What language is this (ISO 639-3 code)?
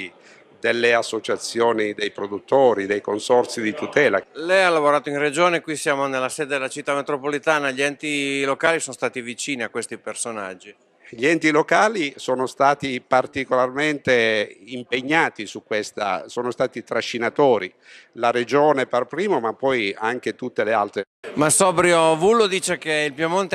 ita